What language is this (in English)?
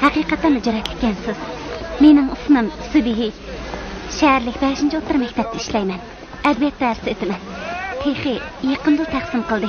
Uyghur